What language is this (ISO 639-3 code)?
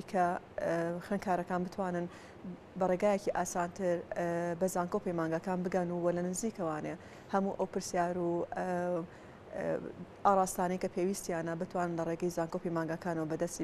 ckb